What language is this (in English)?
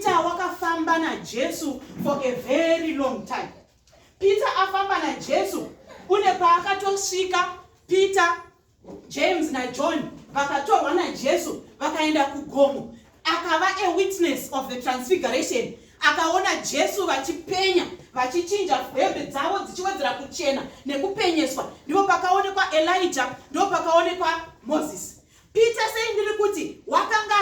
Shona